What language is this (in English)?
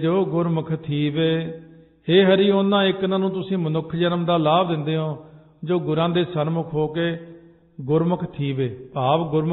Punjabi